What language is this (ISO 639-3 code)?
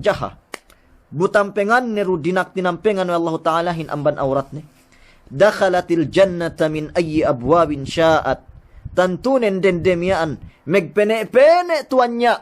yka